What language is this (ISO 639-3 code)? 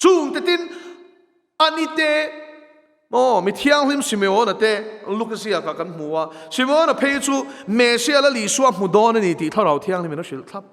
lus